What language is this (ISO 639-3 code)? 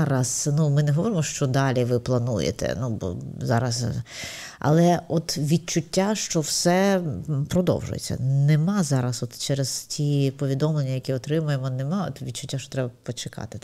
ukr